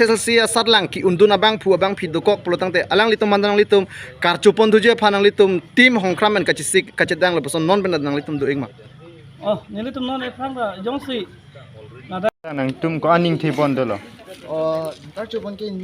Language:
Karbi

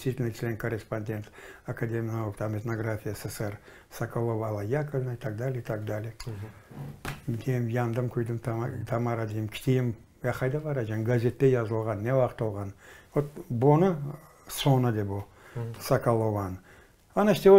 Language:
Crimean Tatar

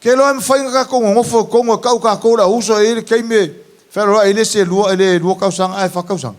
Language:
Samoan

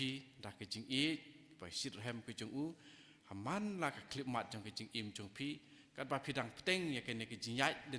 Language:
Khasi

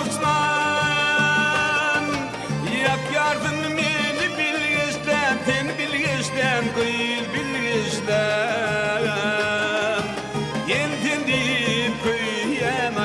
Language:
Turkmen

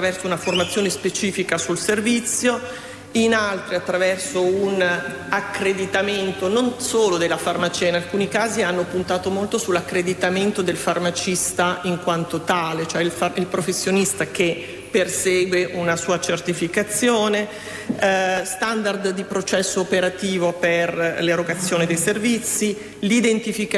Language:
Italian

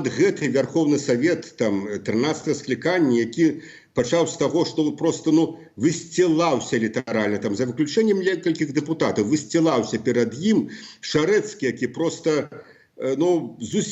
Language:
Belarusian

